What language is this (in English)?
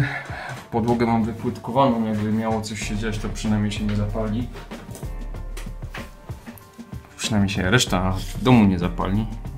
Polish